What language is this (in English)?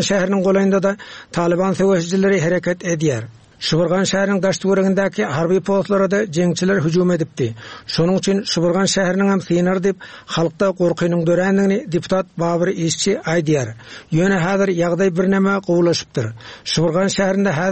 Turkmen